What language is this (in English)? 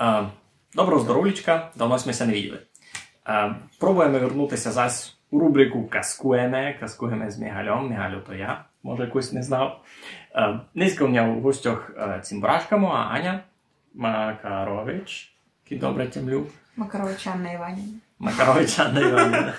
Rusyn